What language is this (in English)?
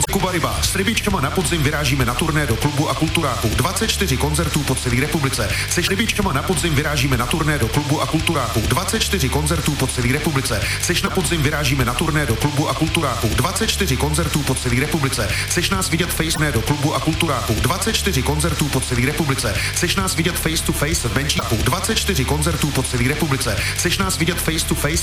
Czech